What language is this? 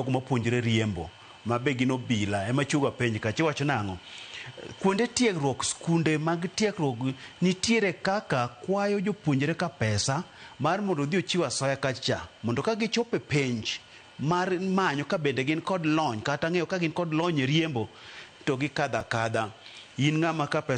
Luo (Kenya and Tanzania)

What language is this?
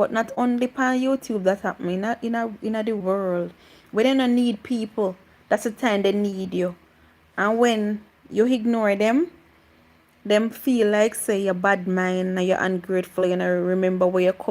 Jamaican Creole English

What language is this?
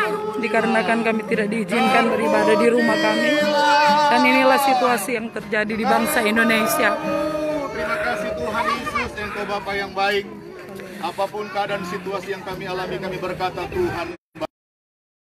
Indonesian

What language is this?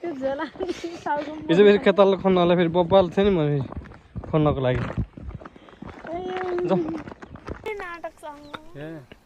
Nepali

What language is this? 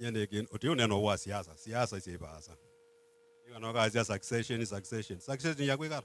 Kamba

